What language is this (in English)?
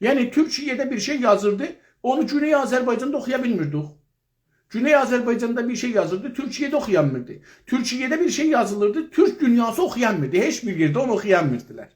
South Azerbaijani